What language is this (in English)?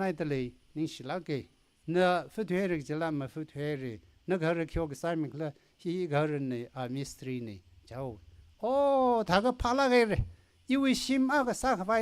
Tangkhul Naga (India)